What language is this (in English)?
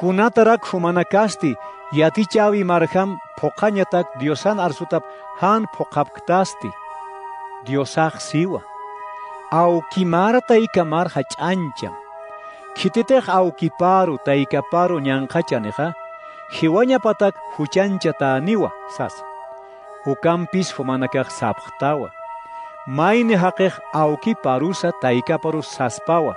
Aymara